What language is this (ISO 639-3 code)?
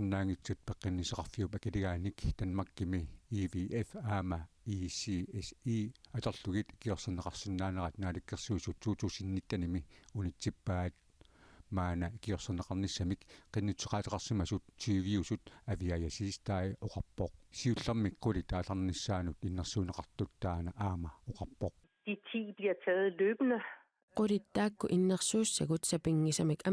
kal